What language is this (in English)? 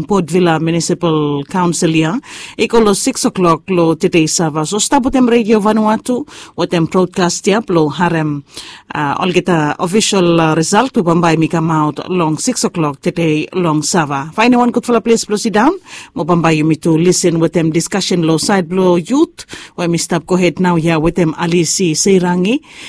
Bislama